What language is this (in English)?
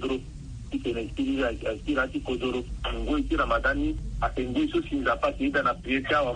Sango